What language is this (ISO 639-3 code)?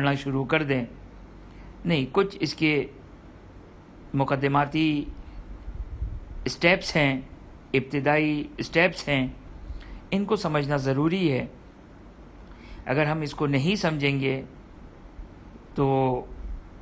urd